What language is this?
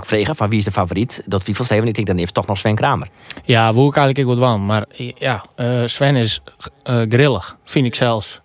Western Frisian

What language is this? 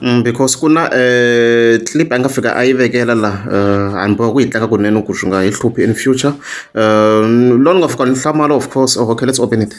Tsonga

